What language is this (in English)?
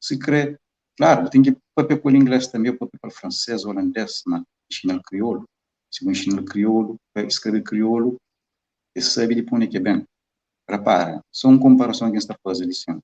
Kabuverdianu